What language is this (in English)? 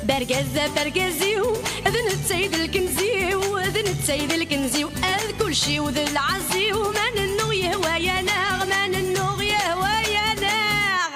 Kabyle